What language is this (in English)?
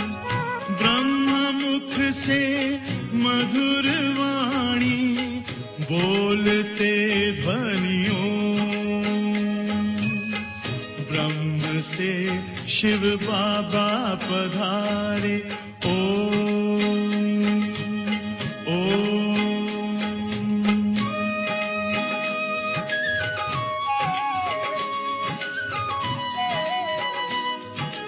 Hindi